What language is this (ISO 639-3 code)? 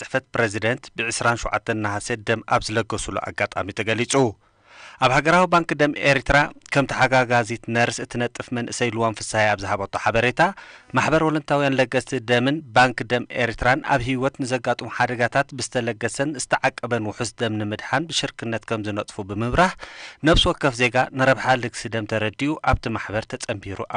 tir